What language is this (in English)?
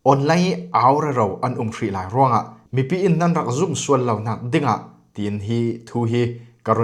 Falam Chin